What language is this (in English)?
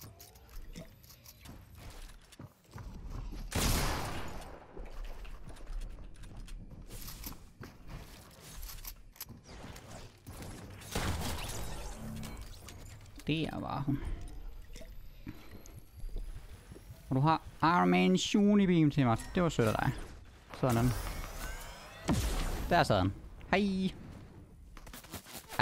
Danish